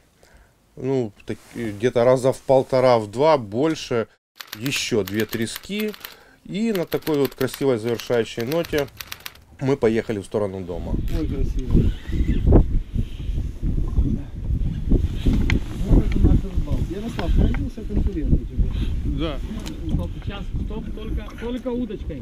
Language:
Russian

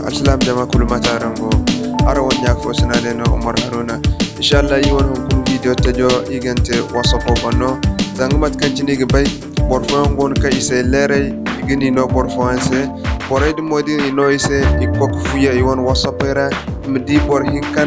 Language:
Zarma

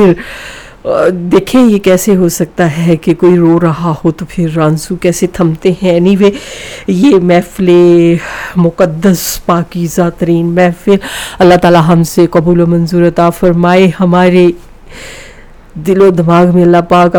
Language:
Urdu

